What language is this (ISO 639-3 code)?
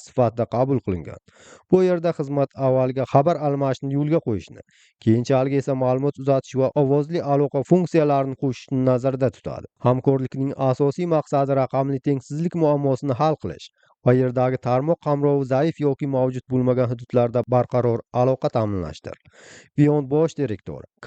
uzb